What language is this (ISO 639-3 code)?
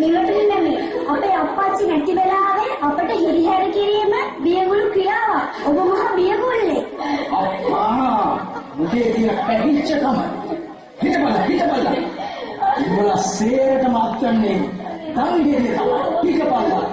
sin